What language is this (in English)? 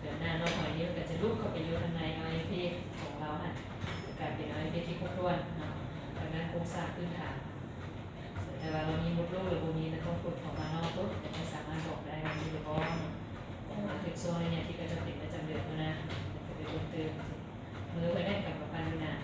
Lao